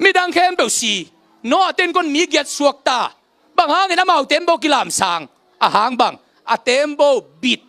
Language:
Tedim Chin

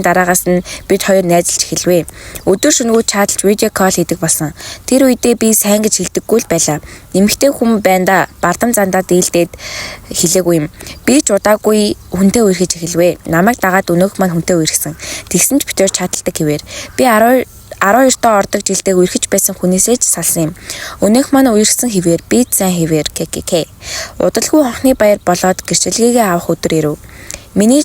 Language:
Mongolian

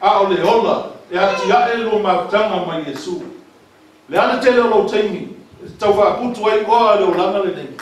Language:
Samoan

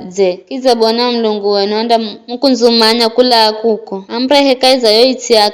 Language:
Giryama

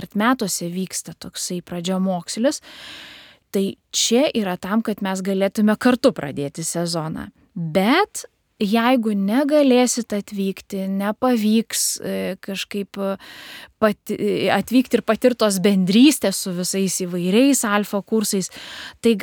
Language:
Lithuanian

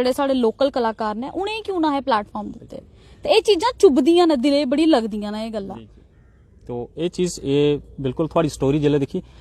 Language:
Dogri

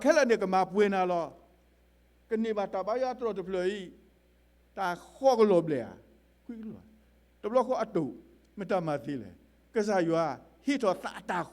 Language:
S'gaw Karen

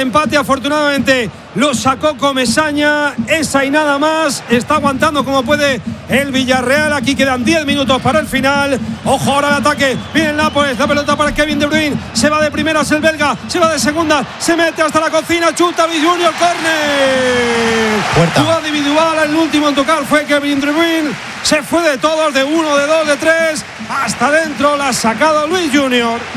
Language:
Spanish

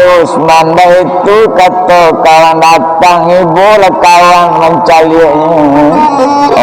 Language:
Minangkabau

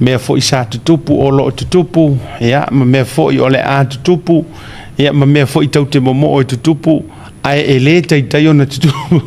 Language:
Samoan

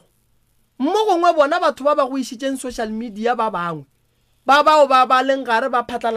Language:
Northern Sotho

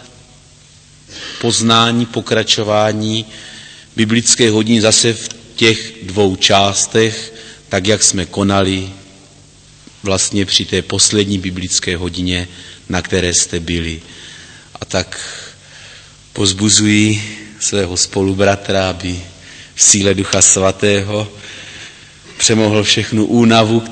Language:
Czech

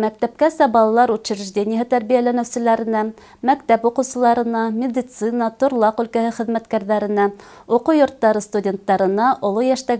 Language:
Bashkir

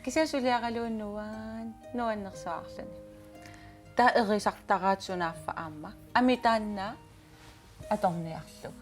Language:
Kalaallisut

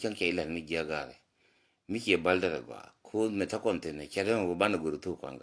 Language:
Nuer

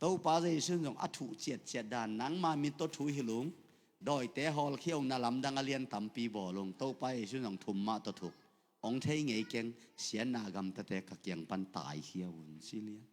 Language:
Tedim Chin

